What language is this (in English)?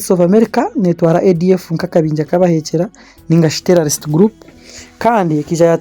Nyankole